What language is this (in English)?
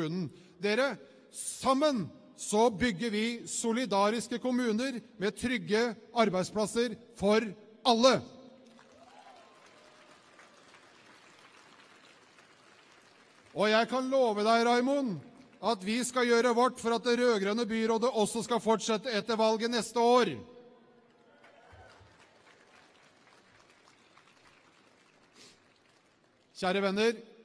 Norwegian